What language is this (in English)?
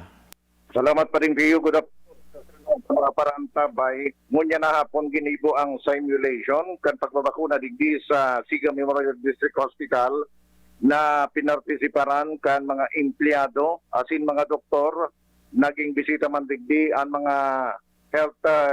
Bikol